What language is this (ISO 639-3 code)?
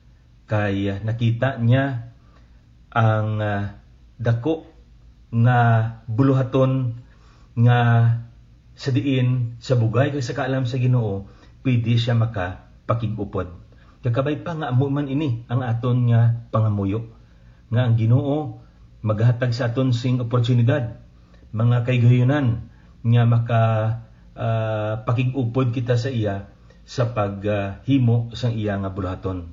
hil